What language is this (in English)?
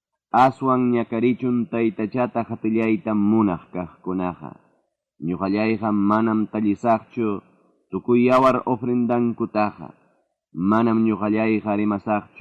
Ayacucho Quechua